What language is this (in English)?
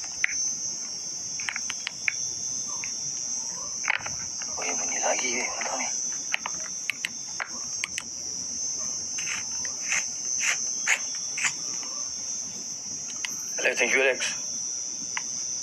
Malay